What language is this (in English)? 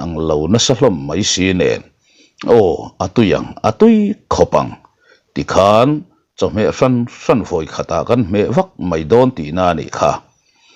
Mizo